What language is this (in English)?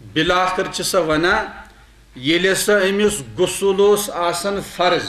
Kashmiri